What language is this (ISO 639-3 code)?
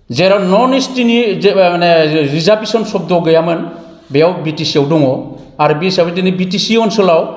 brx